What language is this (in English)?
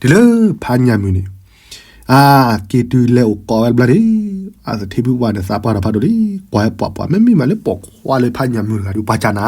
S'gaw Karen